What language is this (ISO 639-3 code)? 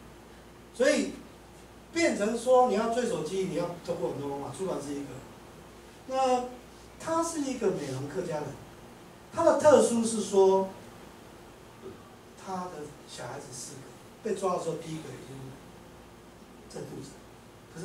zho